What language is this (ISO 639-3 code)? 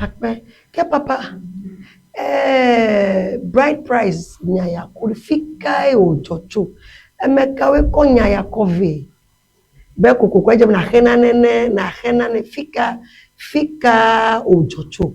ewe